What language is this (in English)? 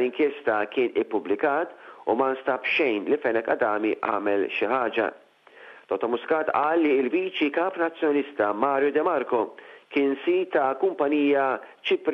Maltese